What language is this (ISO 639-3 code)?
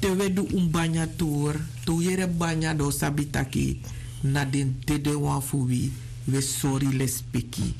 srn